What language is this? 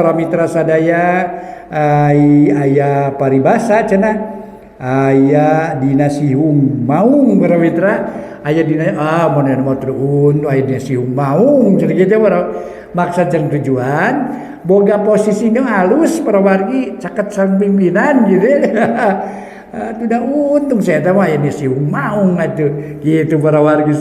Sundanese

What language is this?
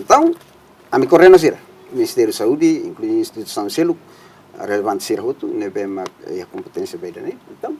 Tetum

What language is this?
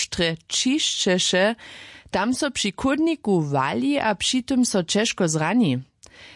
Upper Sorbian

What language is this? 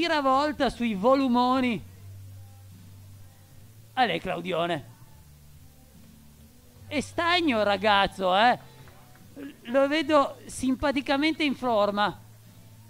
Italian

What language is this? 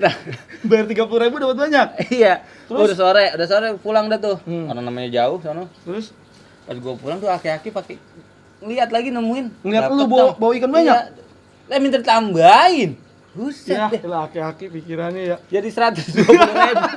Betawi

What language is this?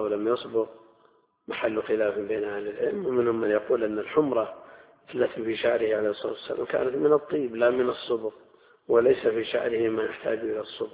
Arabic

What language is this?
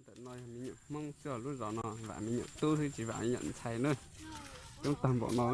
Hmong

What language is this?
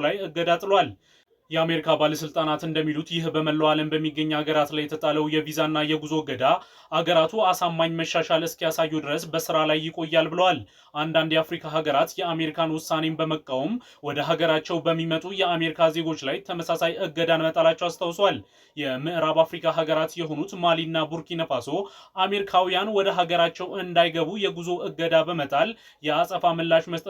Amharic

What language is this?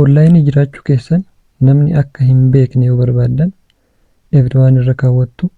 Oromo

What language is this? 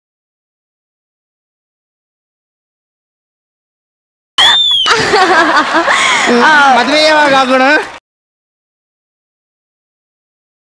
Kannada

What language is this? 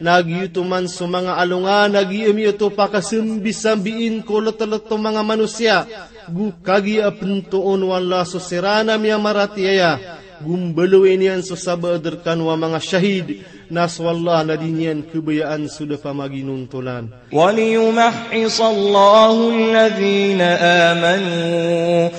Maranao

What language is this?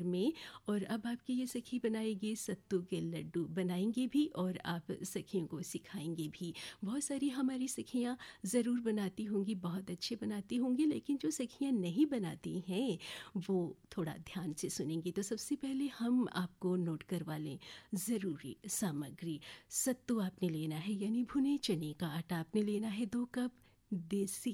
Hindi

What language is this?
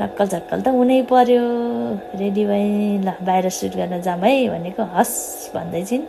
Nepali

